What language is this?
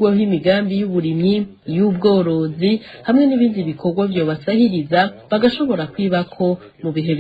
Rundi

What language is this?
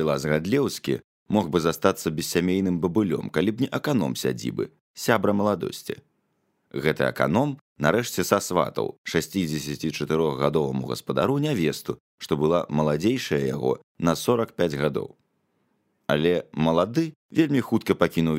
Belarusian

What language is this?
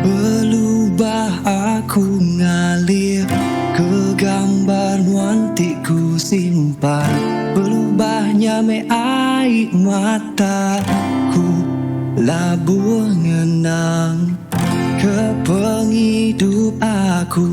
Iban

